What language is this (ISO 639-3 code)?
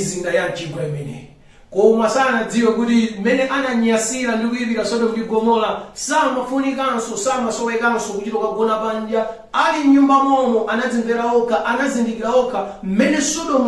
nya